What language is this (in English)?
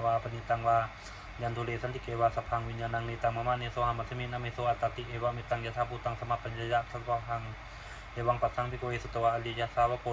Pali